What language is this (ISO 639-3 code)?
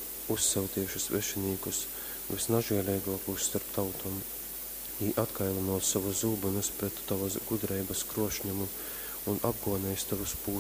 ltg